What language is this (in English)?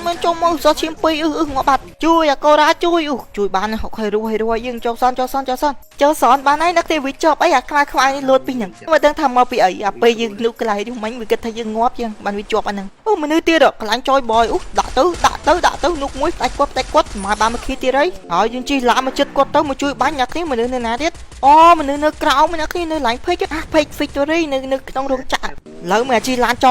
Khmer